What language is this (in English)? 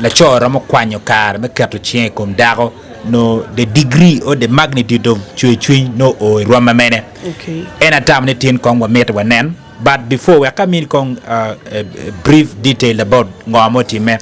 Acoli